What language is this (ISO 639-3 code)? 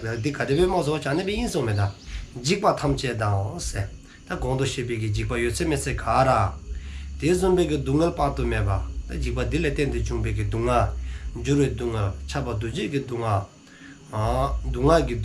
dzo